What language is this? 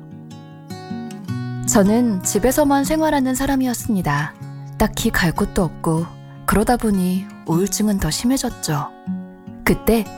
Korean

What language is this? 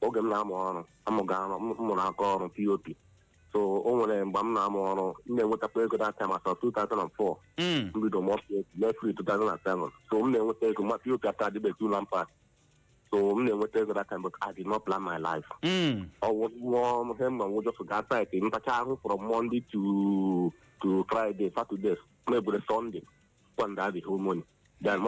Igbo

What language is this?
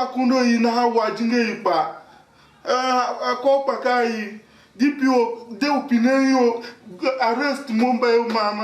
Tiv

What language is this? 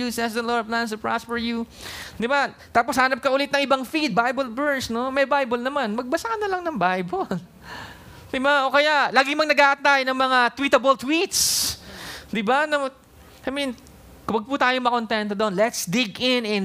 Filipino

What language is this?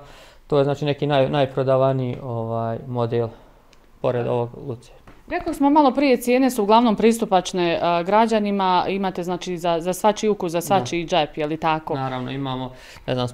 Bosnian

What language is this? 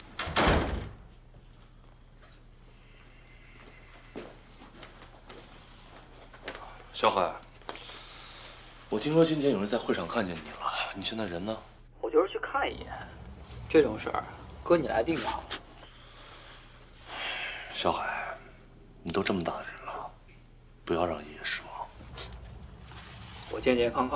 Chinese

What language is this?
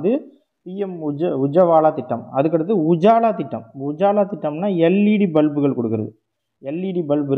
Tamil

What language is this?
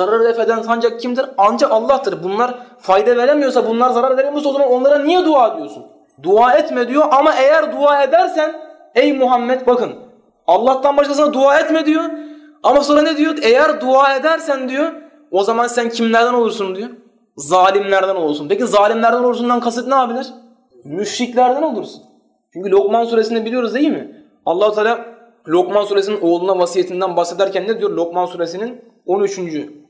Turkish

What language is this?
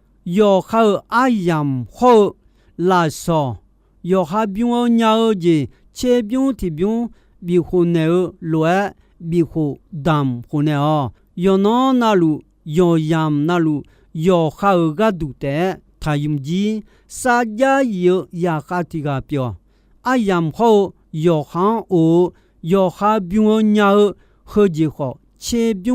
Akha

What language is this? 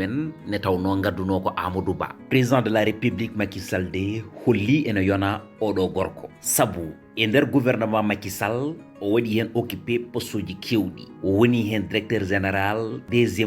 Fula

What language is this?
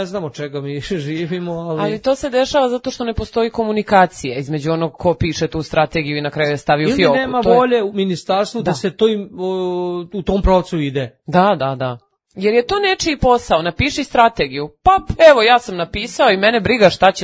Serbian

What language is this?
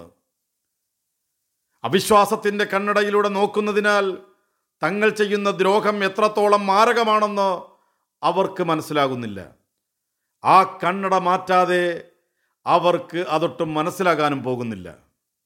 Malayalam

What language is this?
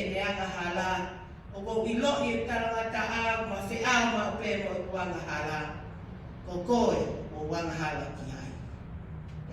Tongan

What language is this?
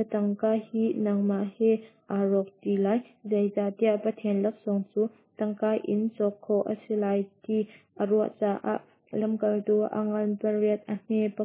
Hakha Chin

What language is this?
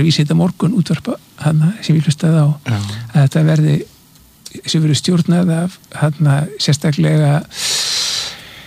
Icelandic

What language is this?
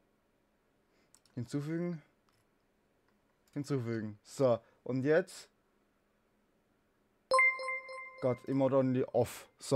German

